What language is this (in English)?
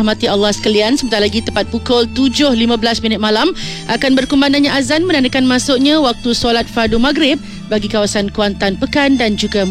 Malay